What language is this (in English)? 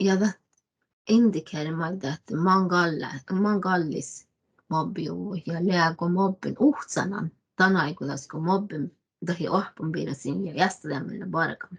Northern Sami